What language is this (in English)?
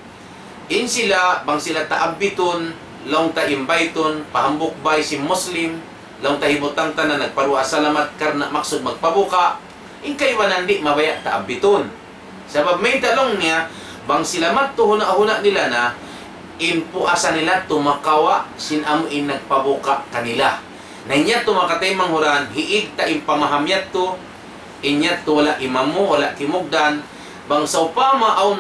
Tausug